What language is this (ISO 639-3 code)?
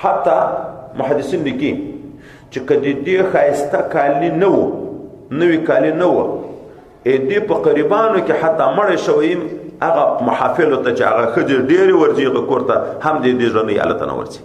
pus